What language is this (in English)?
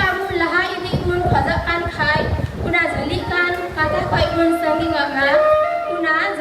Santali